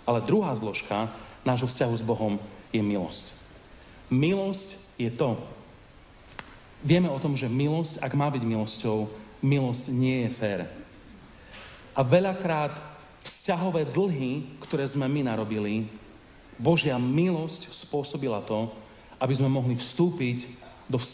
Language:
Slovak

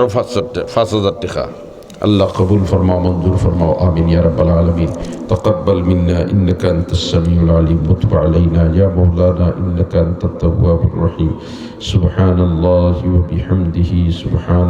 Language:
Sylheti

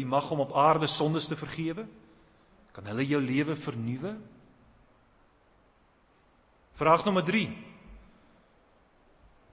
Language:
Afrikaans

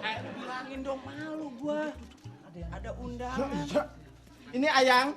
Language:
Betawi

